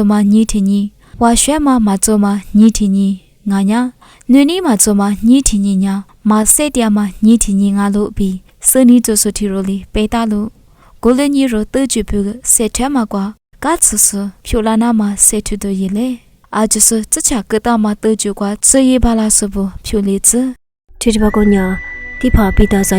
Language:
Lisu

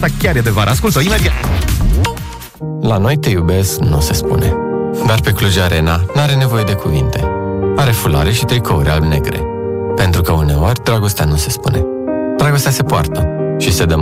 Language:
Romanian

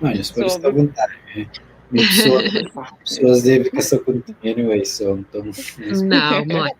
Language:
Kabuverdianu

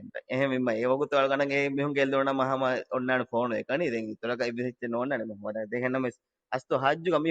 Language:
Divehi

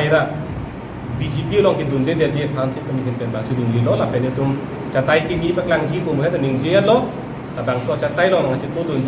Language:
Karbi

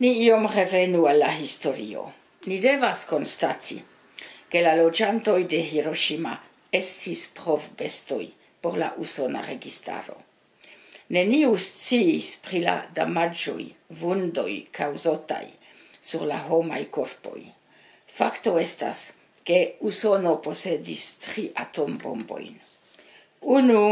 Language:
Esperanto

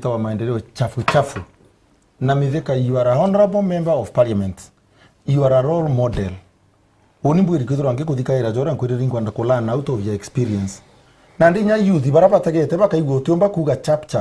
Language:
Meru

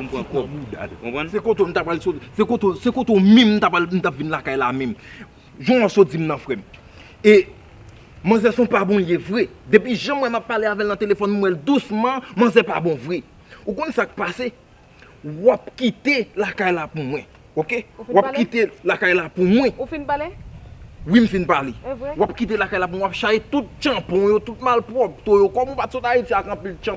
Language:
Haitian Creole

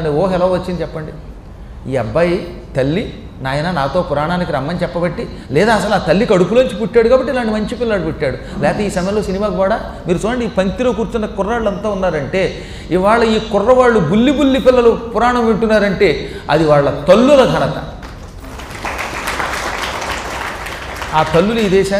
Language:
Telugu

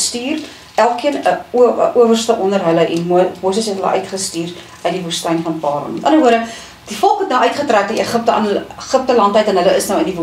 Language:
Afrikaans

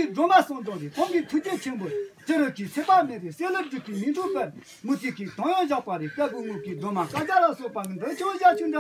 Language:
Tibetan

